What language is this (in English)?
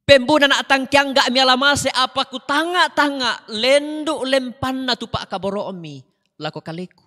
Toraja-Sa'dan